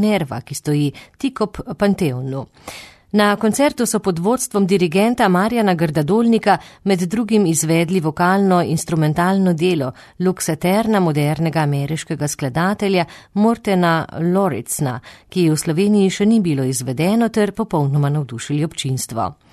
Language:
Slovenian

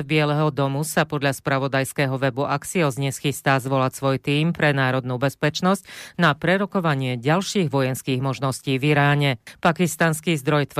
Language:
Slovak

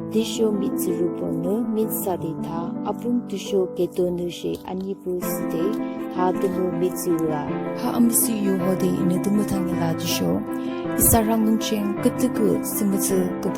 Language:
Yimchungru Naga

